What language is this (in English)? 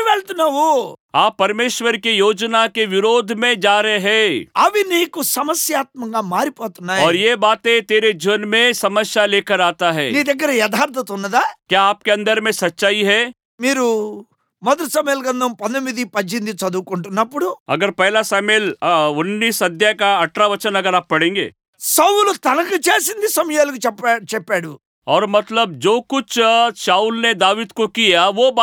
Telugu